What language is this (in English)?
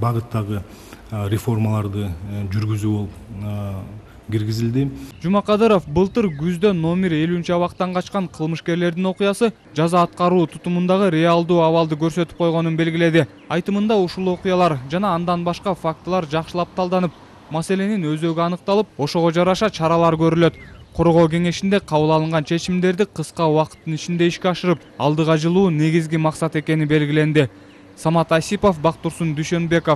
Kyrgyz